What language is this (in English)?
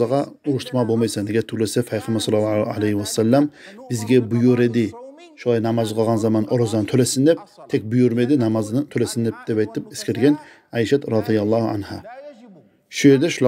Kumyk